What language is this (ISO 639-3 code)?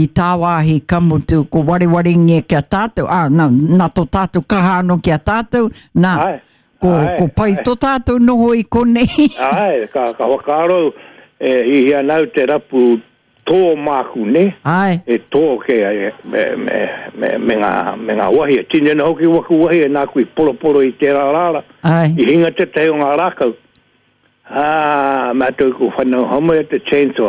mri